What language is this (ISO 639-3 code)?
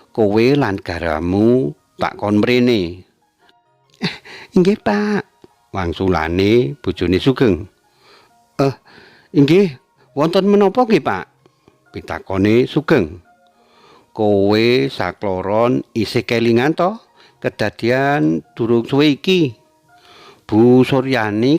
jav